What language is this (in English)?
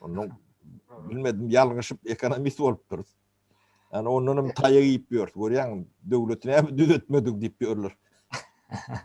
Turkmen